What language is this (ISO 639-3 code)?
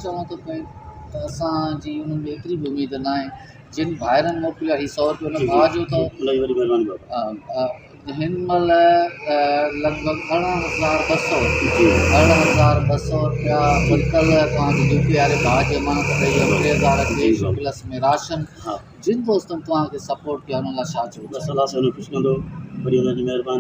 snd